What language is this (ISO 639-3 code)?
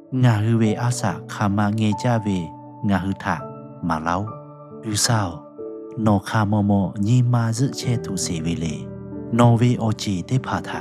lhu